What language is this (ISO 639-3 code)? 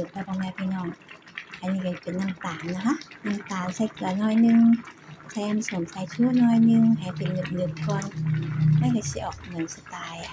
tts